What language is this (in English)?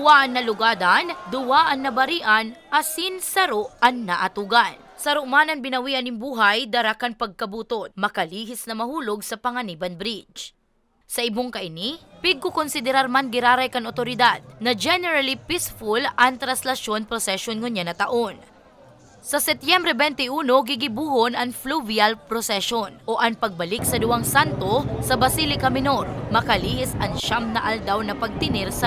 Bikol